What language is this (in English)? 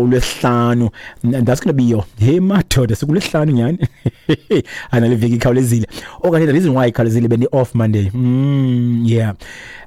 Xhosa